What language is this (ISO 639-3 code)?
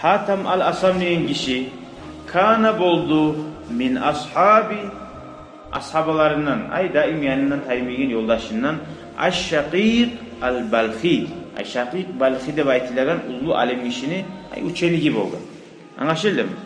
kum